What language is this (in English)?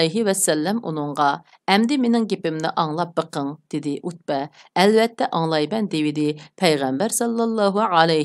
Uyghur